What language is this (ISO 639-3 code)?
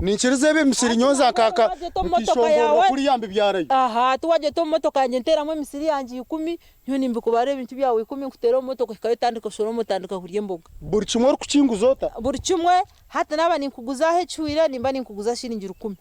nyn